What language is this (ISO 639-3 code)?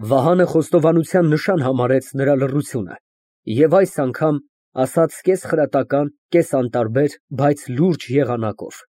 hye